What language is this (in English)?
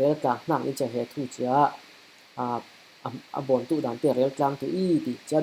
Falam Chin